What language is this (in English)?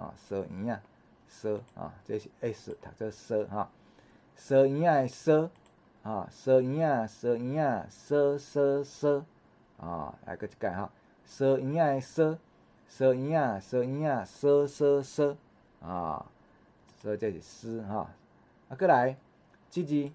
Min Nan Chinese